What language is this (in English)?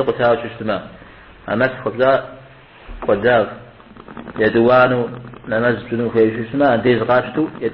Kabardian